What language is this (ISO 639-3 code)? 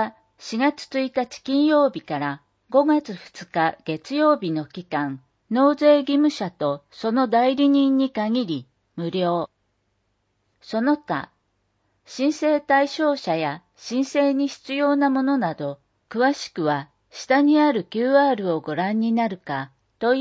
jpn